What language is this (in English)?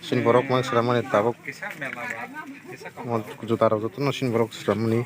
Kok Borok